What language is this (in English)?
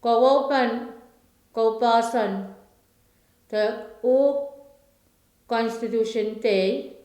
Pohnpeian